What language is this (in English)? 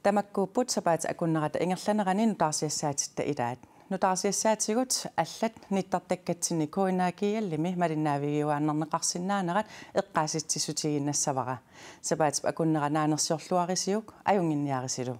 Kalaallisut